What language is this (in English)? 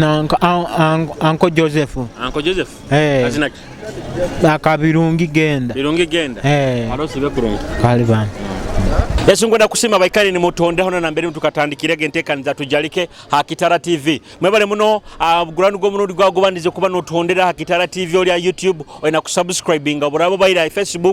Nyoro